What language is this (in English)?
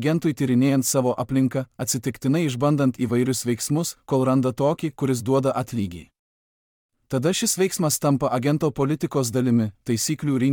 Lithuanian